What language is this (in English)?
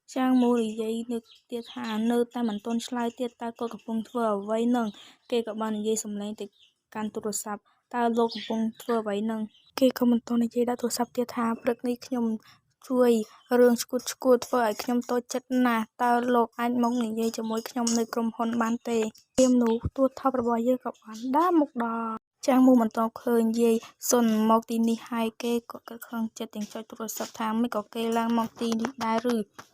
Khmer